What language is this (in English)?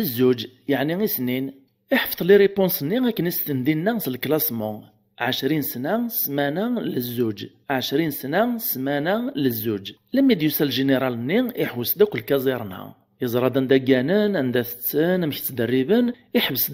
Kabyle